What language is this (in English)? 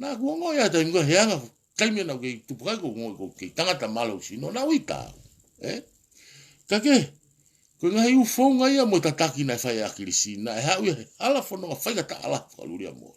Tongan